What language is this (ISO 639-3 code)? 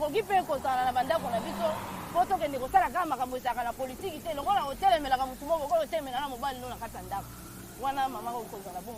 lin